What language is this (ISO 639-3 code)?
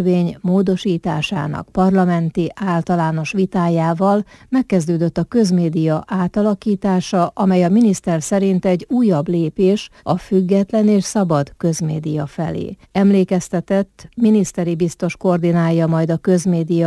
hun